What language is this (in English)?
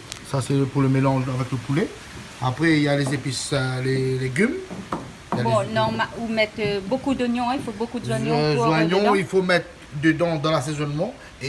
Réunion Creole French